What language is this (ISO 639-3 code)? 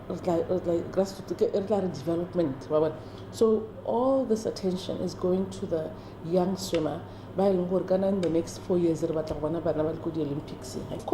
tsn